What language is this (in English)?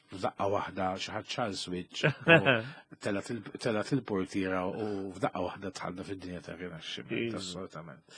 Maltese